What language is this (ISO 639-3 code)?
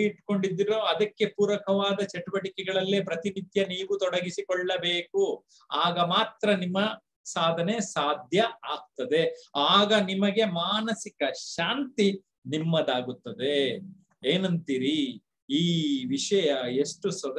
kan